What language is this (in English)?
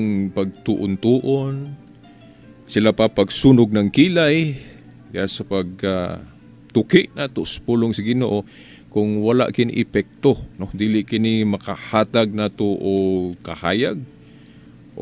Cebuano